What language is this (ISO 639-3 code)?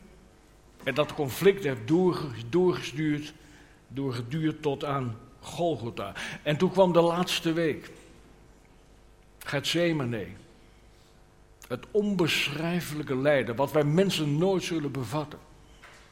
nld